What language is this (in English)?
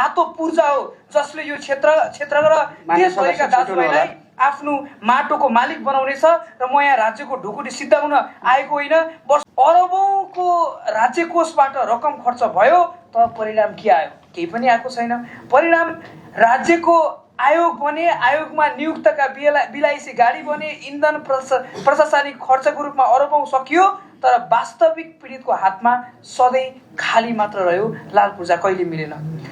Nepali